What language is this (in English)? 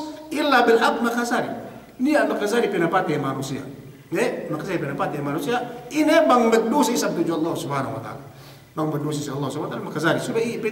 Yakan